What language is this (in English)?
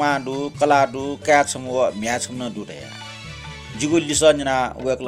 Newari